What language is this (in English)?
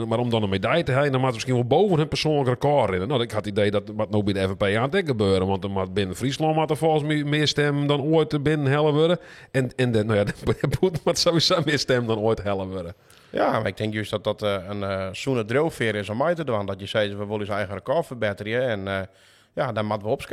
Western Frisian